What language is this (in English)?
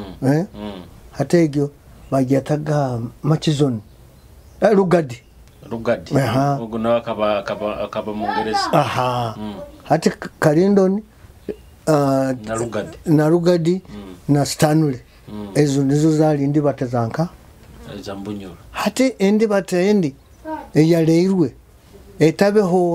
Nyoro